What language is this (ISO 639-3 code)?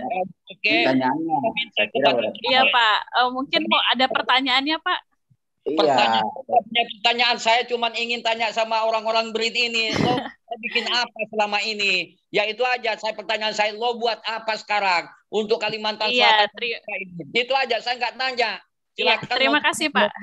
ind